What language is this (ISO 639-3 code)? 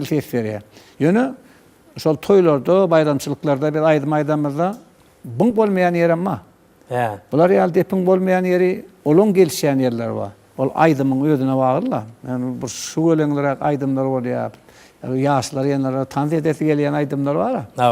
tuk